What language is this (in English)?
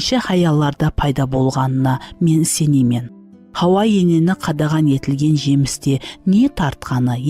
Kara-Kalpak